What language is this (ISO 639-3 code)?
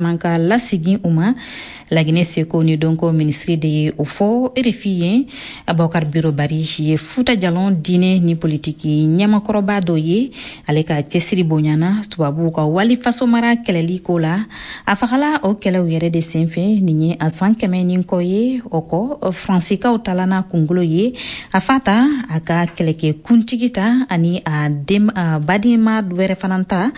bam